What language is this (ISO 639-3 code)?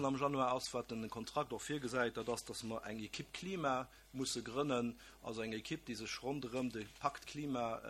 ltz